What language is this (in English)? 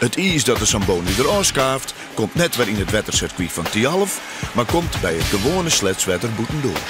Western Frisian